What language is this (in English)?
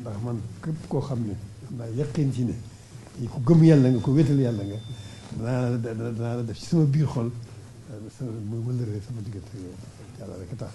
Wolof